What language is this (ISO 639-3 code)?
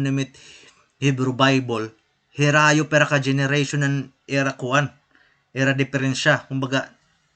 war